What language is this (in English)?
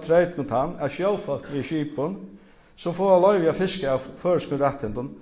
Faroese